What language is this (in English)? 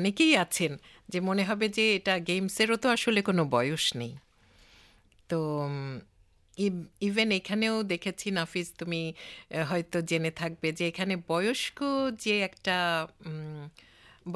Bangla